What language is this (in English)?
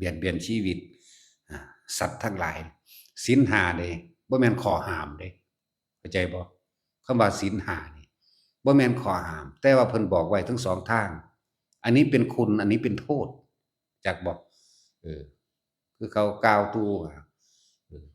Lao